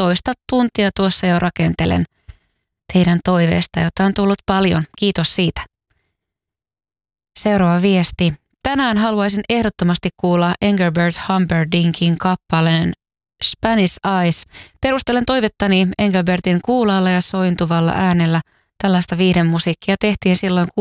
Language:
Finnish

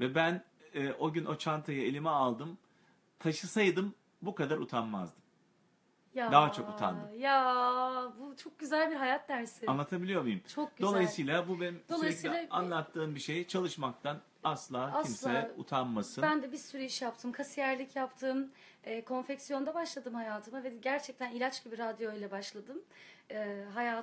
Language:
Turkish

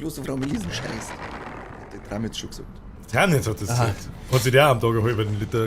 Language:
Bavarian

